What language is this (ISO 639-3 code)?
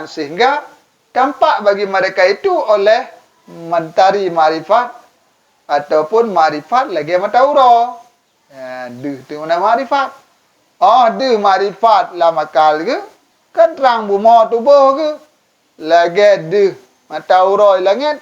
ace